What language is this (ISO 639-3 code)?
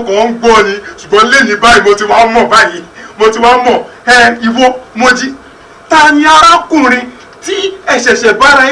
yor